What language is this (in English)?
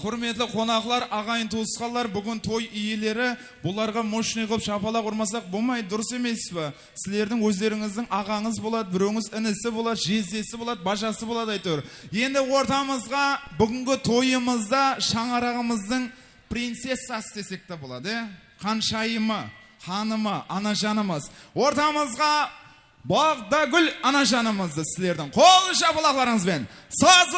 Kara-Kalpak